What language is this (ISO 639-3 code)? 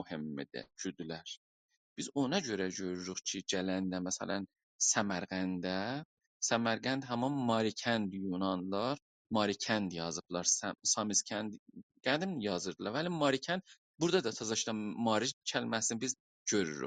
azb